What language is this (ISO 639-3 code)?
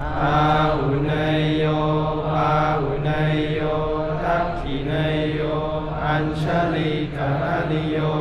pli